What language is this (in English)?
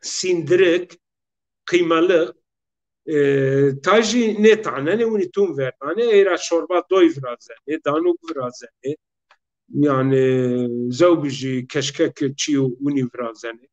Zaza